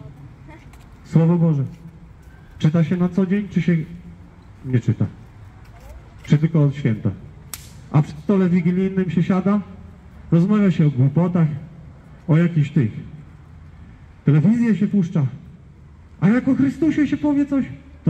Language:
Polish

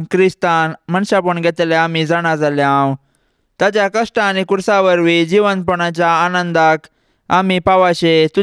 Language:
Konkani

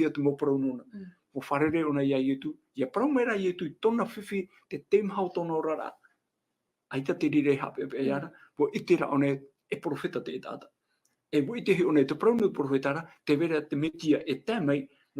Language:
Tahitian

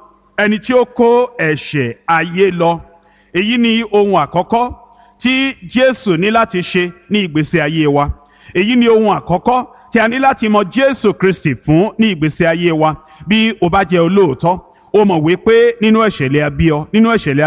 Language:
Yoruba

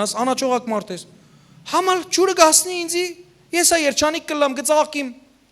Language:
Western Armenian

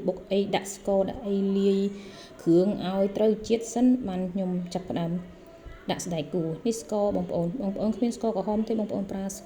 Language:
Khmer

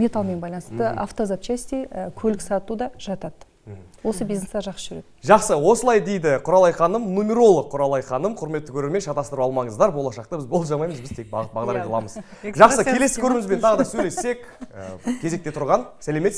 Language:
Kazakh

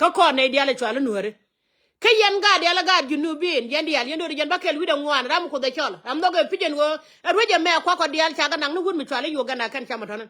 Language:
Nuer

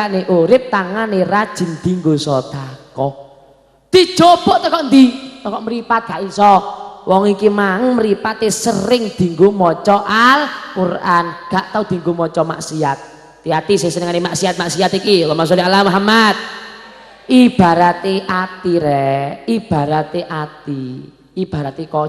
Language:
Javanese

